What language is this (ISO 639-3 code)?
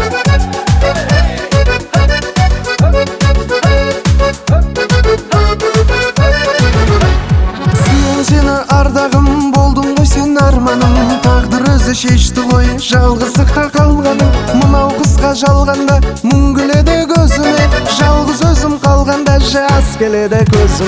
kaz